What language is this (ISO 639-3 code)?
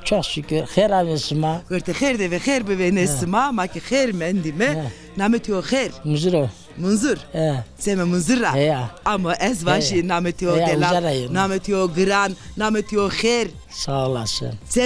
zza